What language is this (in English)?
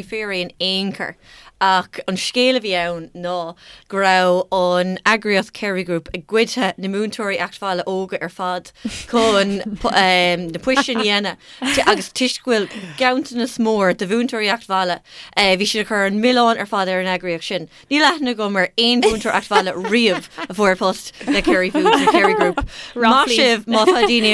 Irish